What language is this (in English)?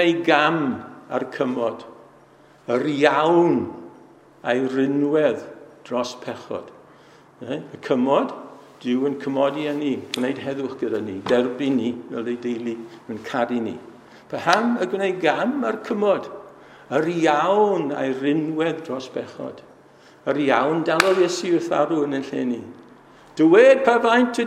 Welsh